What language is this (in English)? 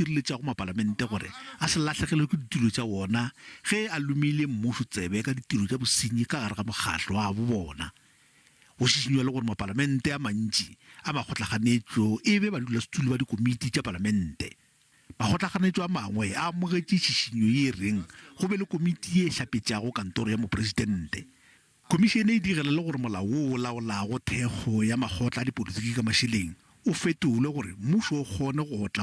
Northern Sotho